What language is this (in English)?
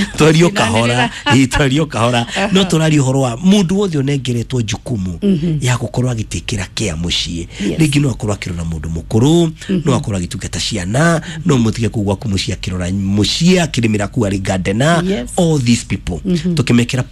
Kikuyu